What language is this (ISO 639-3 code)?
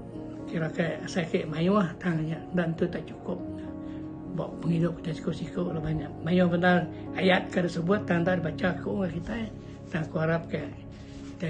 iba